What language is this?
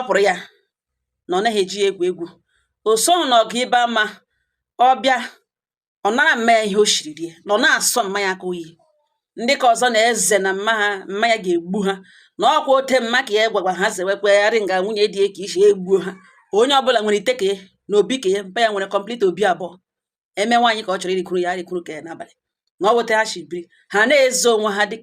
Igbo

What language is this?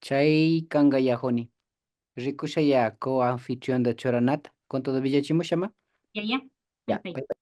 Imbabura Highland Quichua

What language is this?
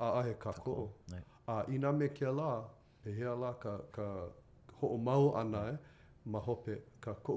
Hawaiian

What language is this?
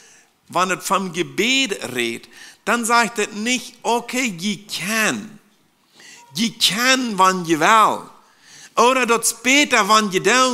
Plautdietsch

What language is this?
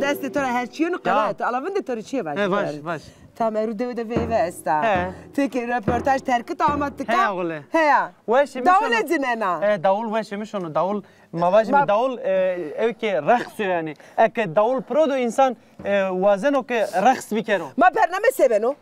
Zaza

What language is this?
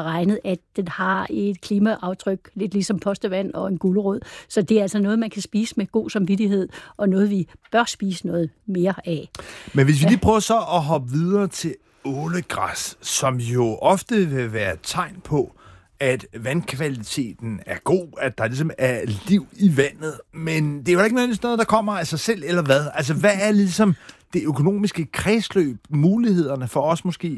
Danish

